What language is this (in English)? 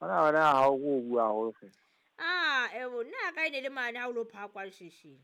Southern Sotho